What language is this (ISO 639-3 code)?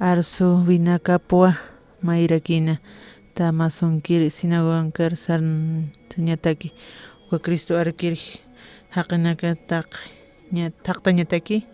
aym